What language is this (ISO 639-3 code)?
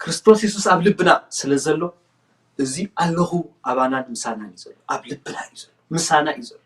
tir